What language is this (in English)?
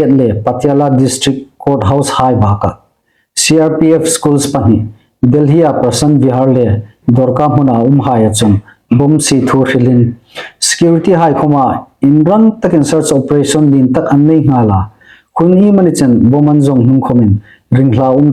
Hmar